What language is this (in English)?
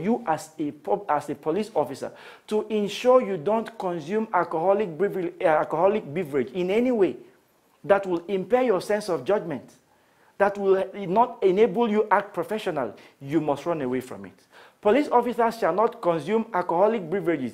English